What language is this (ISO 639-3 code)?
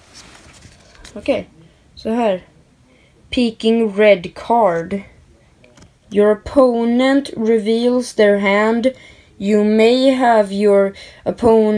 swe